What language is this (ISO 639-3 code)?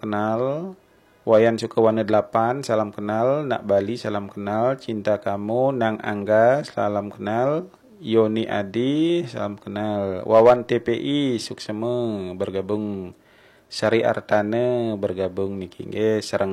ban